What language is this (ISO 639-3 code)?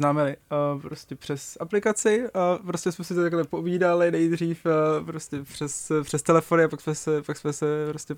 ces